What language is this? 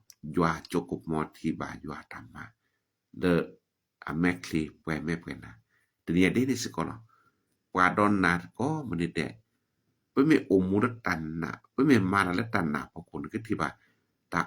S'gaw Karen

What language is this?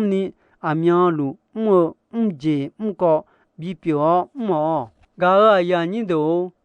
Akha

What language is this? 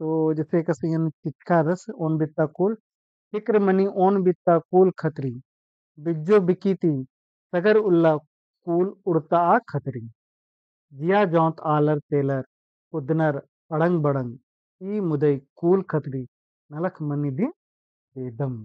Kurukh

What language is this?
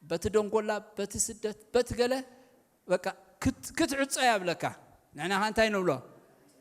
Tigrinya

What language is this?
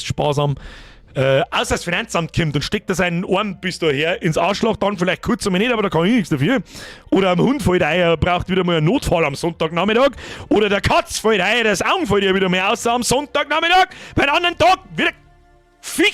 Bavarian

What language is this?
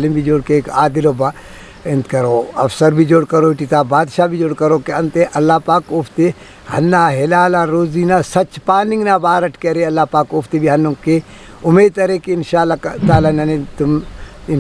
Brahui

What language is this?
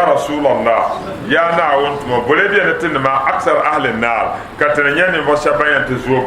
Dagbani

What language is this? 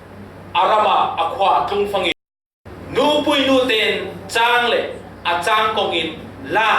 Falam Chin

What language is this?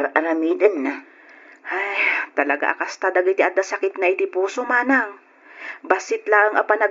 Iloko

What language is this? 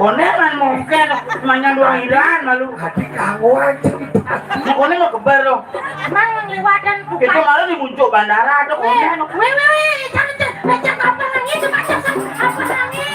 Balinese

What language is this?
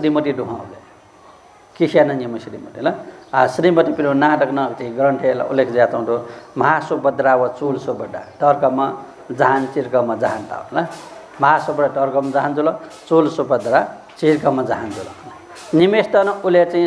Newari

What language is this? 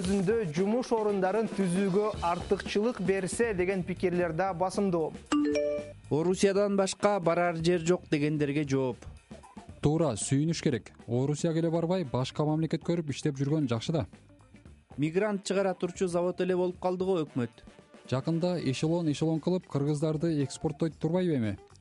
Kyrgyz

